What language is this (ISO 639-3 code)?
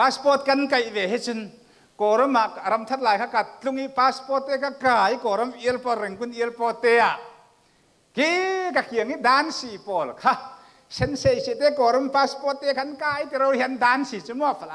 cfm